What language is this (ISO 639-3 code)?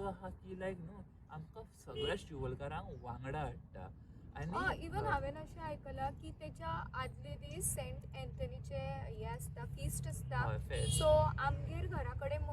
kok